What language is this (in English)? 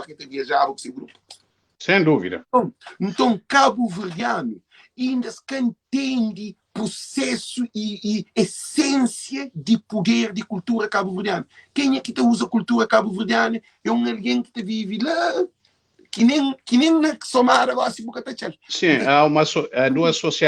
Kabuverdianu